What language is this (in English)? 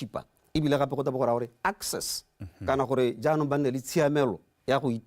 Tswana